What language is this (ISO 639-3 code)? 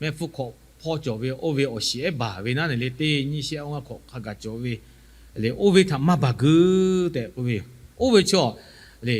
lhu